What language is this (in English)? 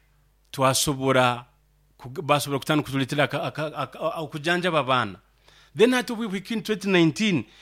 Nyoro